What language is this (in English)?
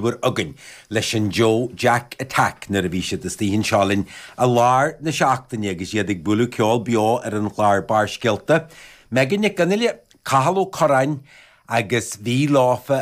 Irish